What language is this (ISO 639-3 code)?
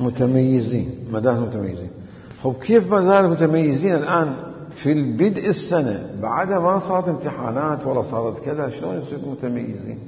acm